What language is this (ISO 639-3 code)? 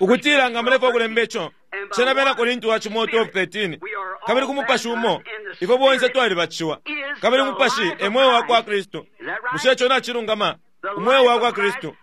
bem